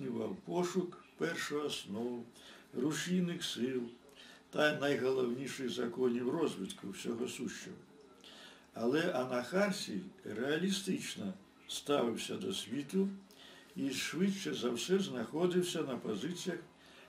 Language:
Ukrainian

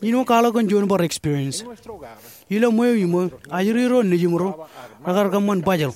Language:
Marshallese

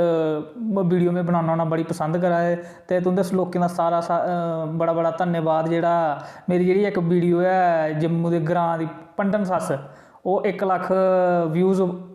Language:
Dogri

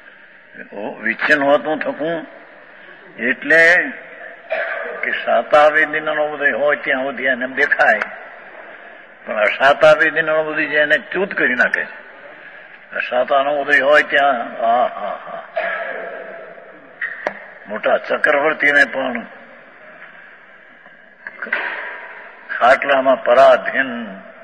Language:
Gujarati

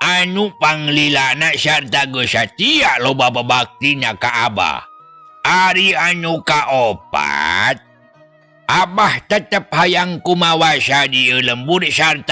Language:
Sundanese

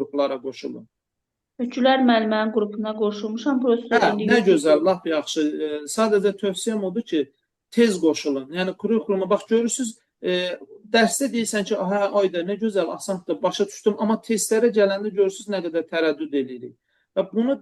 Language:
Azerbaijani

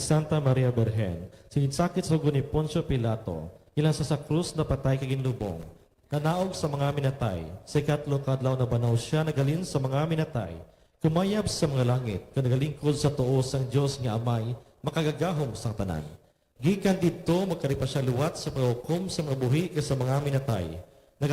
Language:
Hiligaynon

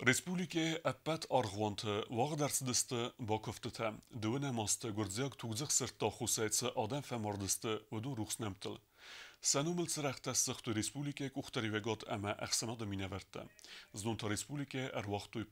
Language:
Ossetic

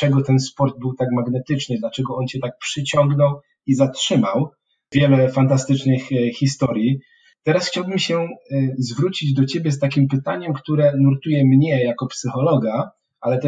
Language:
Polish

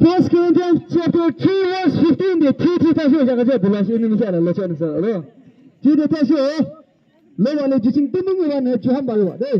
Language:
Yimchungru Naga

